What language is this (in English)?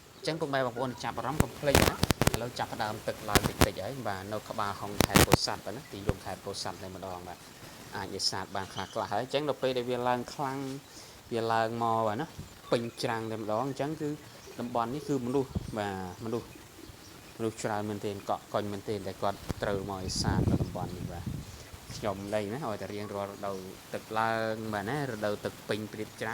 Khmer